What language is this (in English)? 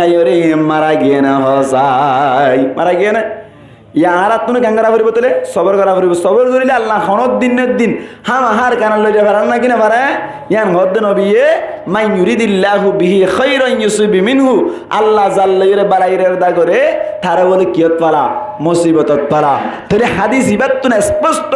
Rohingya